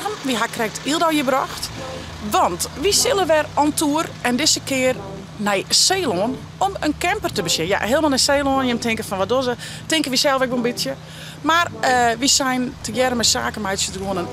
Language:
Western Frisian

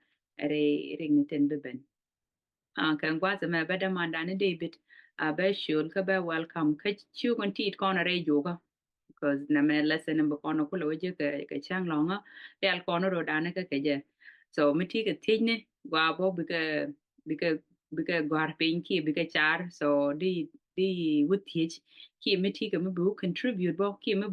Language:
Nuer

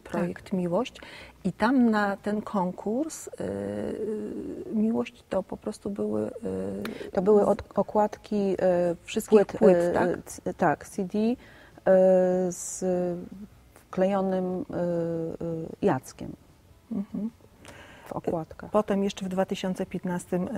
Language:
Polish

